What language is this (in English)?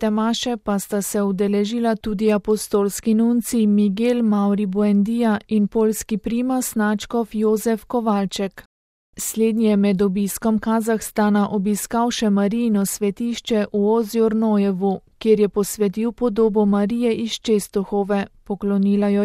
Slovenian